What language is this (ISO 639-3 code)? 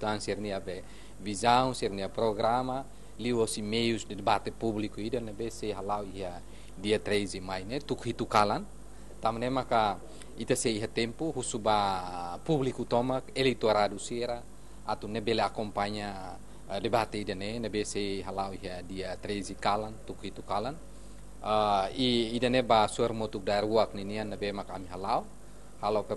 tet